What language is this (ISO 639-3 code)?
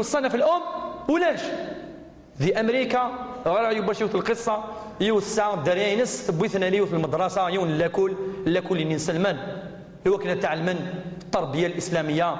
kab